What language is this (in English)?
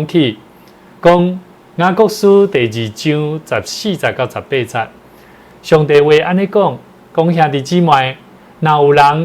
Min Nan Chinese